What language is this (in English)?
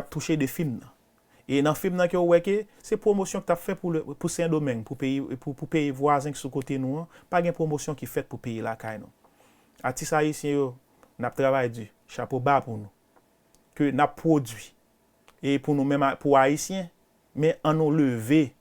Haitian Creole